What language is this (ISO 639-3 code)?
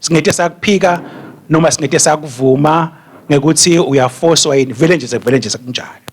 ssw